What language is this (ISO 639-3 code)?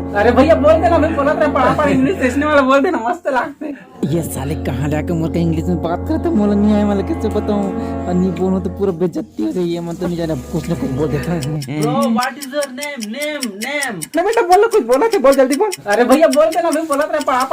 hne